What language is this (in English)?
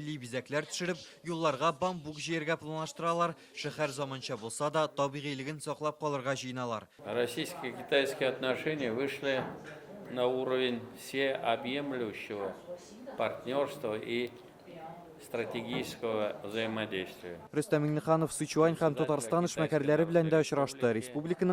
Tatar